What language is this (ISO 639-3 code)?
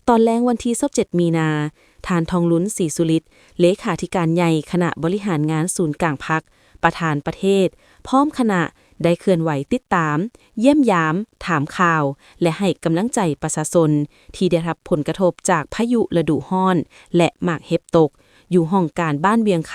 lao